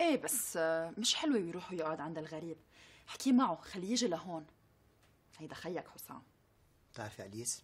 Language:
North Levantine Arabic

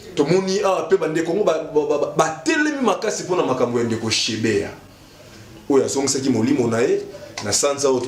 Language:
Lingala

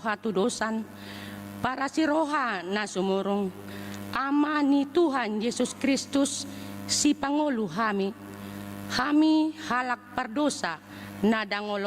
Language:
Batak Toba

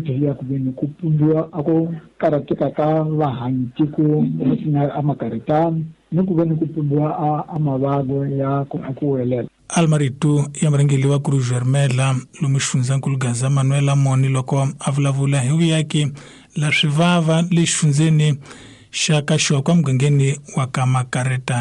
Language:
Tsonga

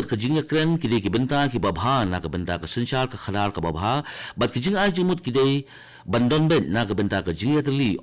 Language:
Khasi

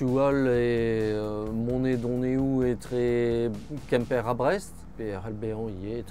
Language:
Breton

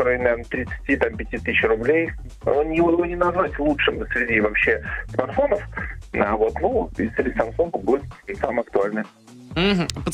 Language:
Russian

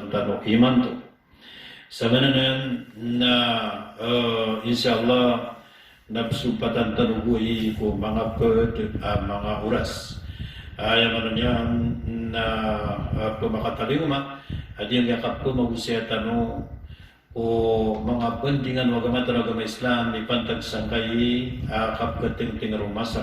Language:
Maranao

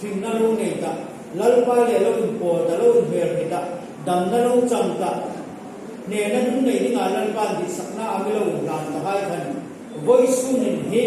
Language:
Hmar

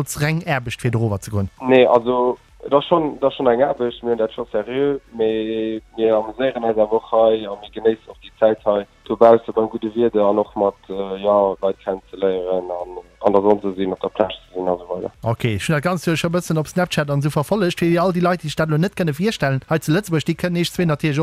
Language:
Luxembourgish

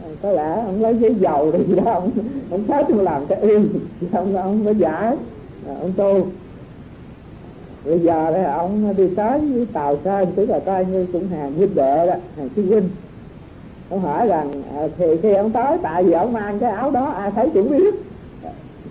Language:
Vietnamese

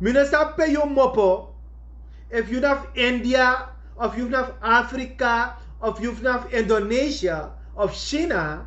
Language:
Sranan Tongo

